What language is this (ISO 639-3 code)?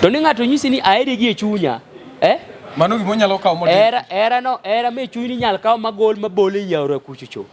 luo